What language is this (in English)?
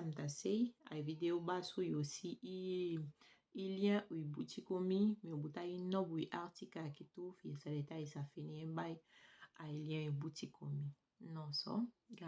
Saramaccan